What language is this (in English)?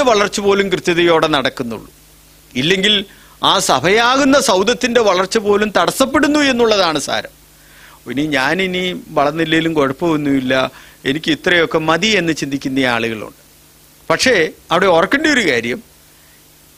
Malayalam